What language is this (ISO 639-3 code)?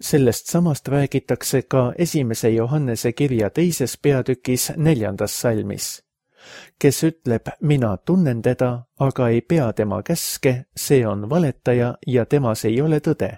est